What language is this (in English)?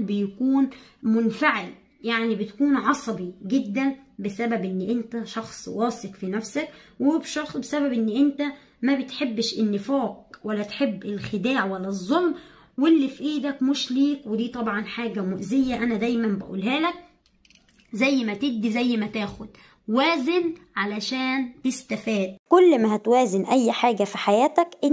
Egyptian Arabic